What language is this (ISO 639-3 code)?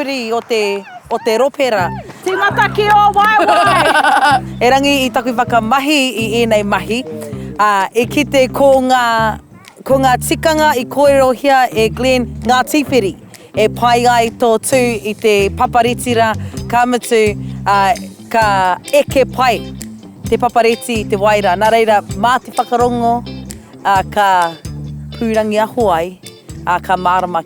mri